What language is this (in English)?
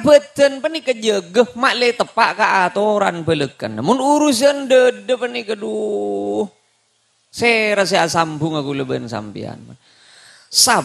Madurese